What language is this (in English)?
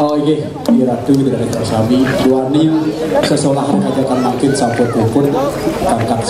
Balinese